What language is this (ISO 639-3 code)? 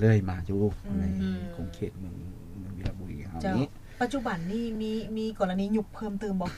lao